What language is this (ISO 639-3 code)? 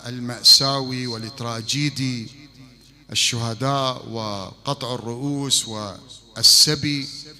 acm